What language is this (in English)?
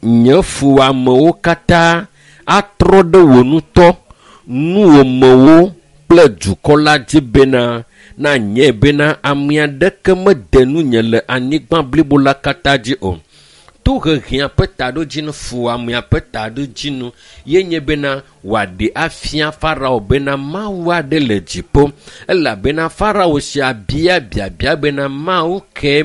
Ewe